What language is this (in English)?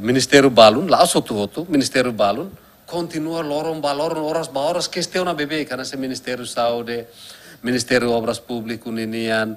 Tetum